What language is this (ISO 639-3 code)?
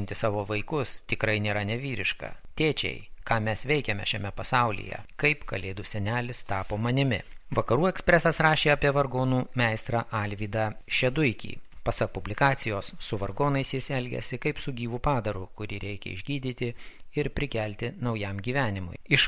lit